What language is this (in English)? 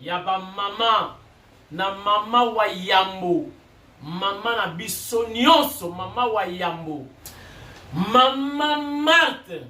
Lingala